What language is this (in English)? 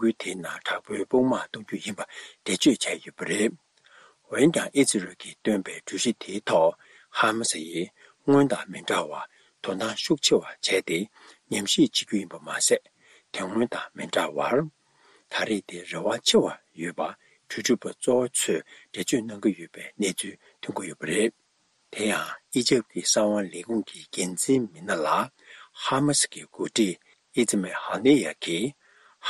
Tibetan